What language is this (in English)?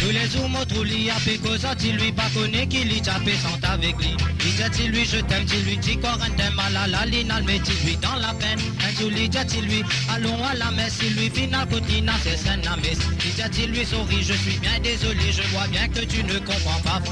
Morisyen